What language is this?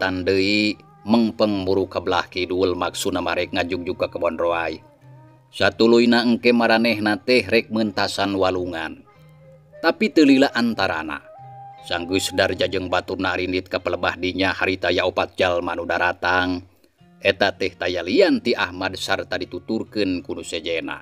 Sundanese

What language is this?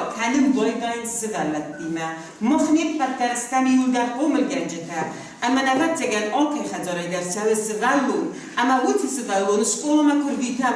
Ossetic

